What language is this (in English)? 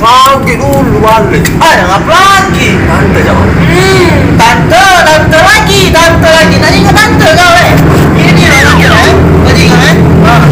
Musi